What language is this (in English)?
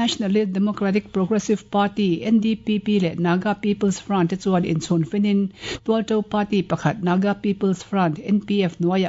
Mizo